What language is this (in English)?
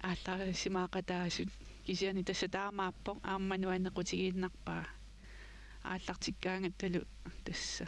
Kalaallisut